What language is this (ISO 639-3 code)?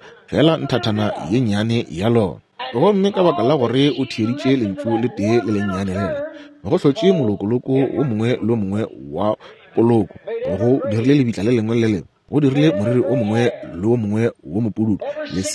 nso